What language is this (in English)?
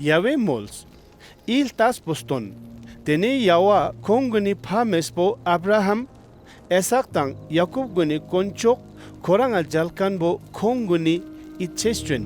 Ladakhi